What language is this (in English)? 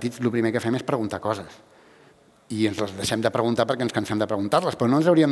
Catalan